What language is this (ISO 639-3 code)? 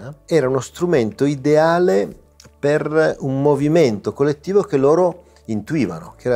ita